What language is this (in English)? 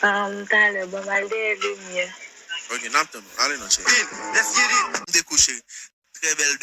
Haitian Creole